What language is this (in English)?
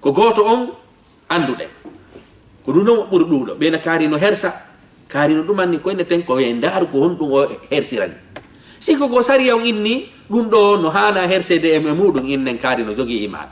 Fula